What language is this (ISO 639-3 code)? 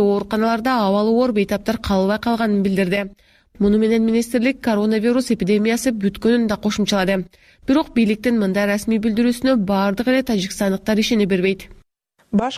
kir